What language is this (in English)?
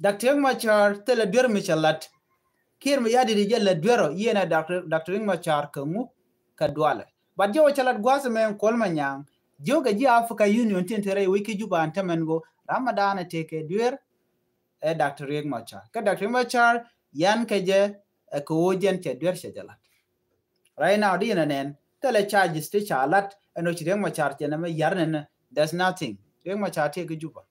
Nuer